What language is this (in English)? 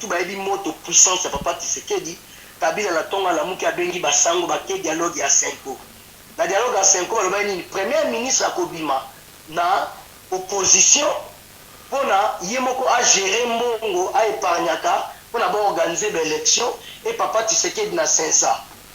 Lingala